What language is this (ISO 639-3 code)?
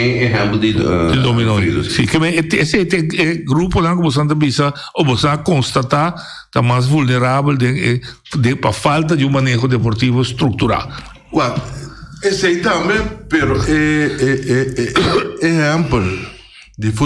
pap